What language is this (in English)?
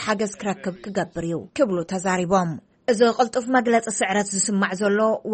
Tigrinya